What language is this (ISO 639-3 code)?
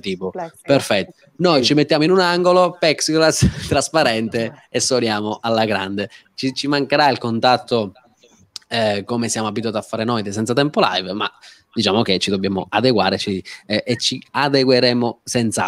ita